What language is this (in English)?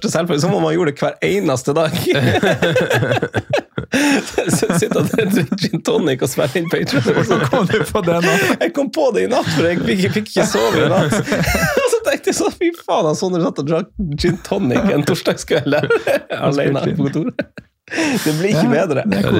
Norwegian